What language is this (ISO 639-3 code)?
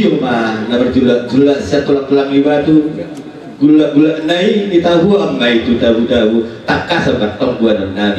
bbc